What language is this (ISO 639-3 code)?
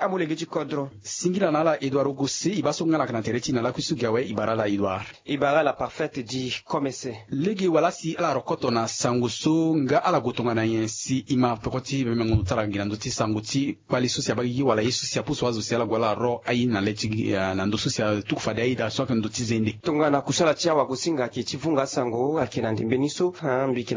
sag